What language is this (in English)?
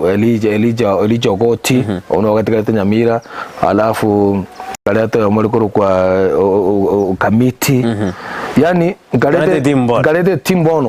Gusii